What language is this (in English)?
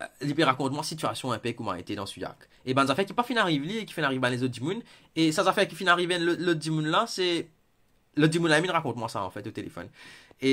Morisyen